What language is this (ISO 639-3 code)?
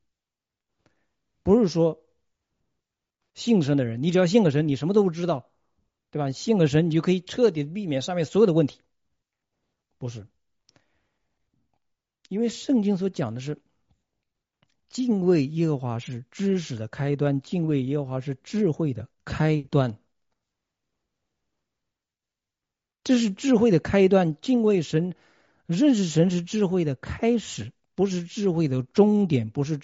zho